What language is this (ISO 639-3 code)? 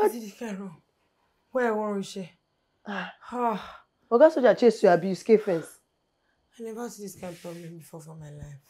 pcm